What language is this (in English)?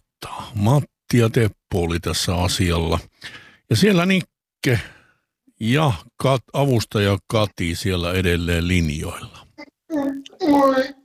Finnish